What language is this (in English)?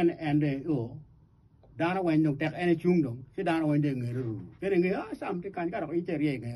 Acoli